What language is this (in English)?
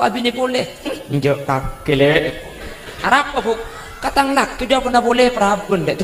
Madurese